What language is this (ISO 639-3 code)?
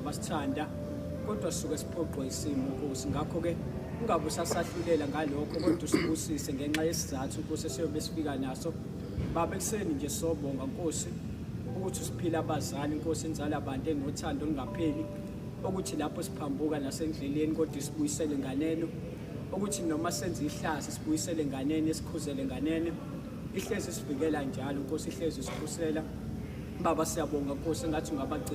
zul